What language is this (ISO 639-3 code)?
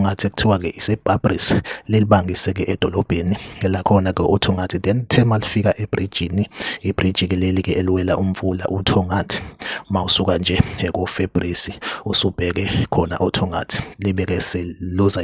zul